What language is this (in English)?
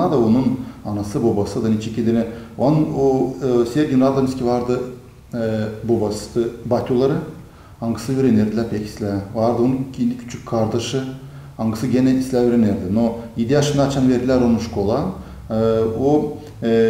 Gagauz